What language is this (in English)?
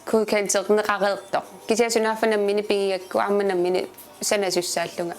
Kalaallisut